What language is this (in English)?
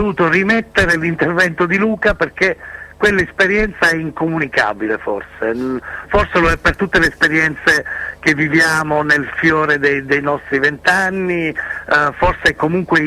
Italian